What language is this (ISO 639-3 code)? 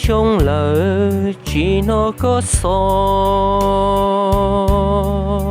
hmn